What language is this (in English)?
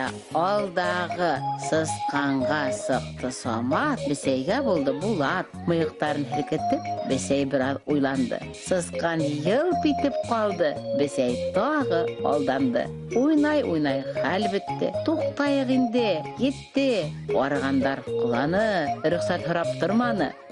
Bashkir